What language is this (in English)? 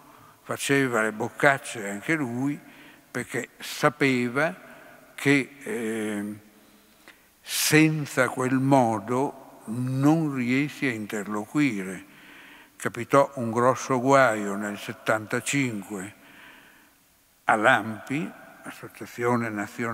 Italian